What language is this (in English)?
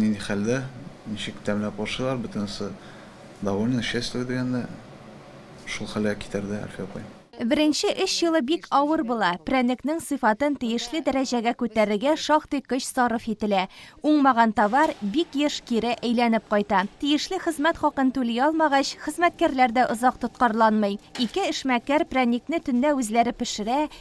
Tatar